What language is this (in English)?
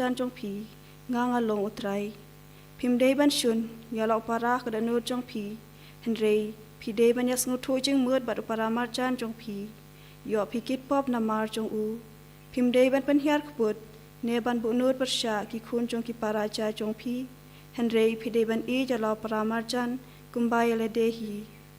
Khasi